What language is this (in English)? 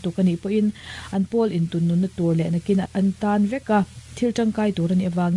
Mizo